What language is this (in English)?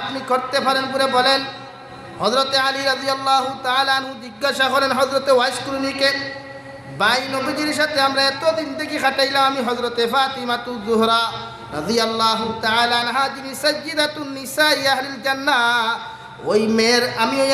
Sylheti